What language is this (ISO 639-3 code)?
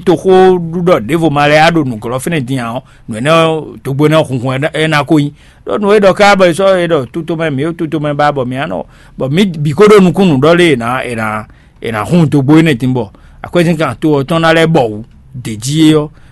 fon